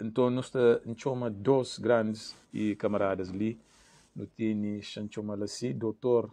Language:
Kabuverdianu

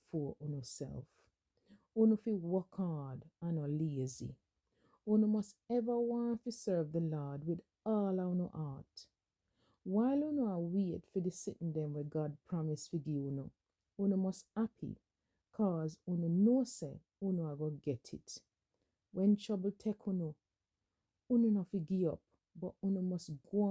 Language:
Jamaican Creole English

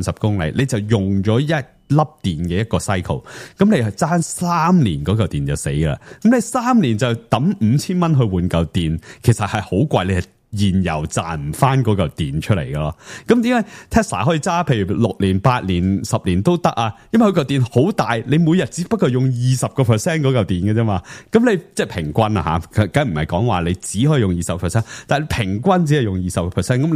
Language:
Cantonese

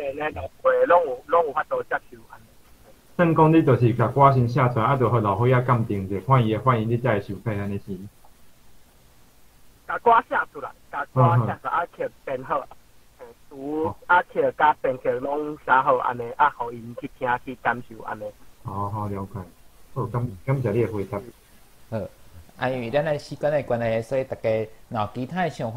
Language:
Min Nan Chinese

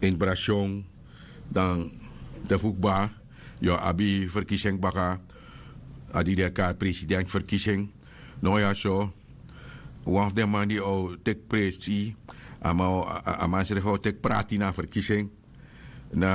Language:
Sranan Tongo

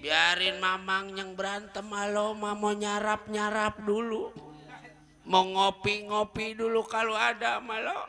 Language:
Betawi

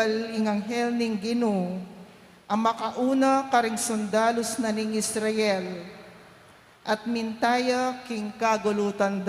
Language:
Pampanga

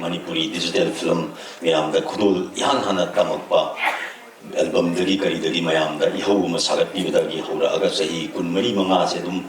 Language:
Manipuri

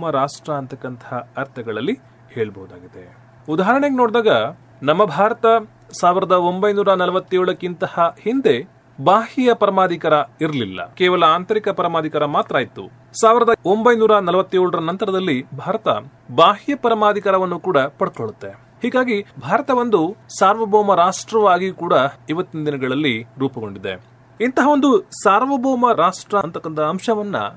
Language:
Kannada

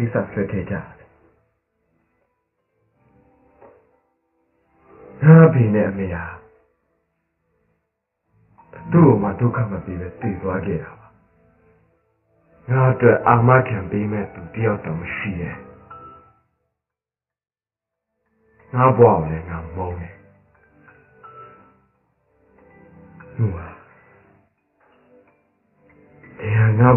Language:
Burmese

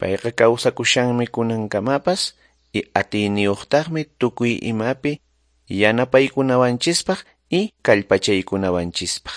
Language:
Quechua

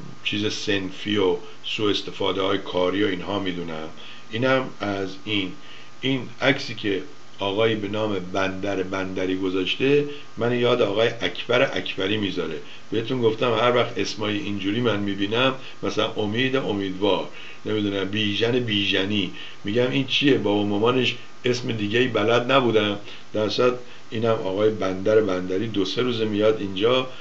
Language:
Persian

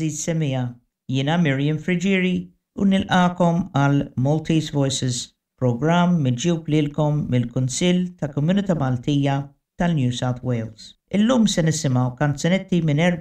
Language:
Maltese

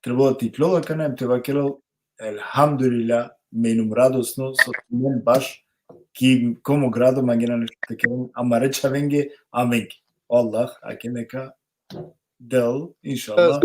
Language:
Balkan Romani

